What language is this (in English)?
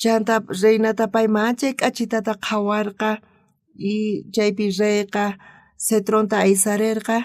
South Bolivian Quechua